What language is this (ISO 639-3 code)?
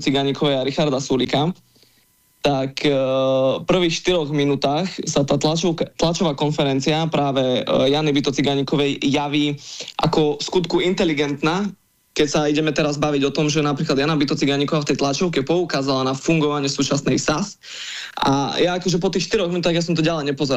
slk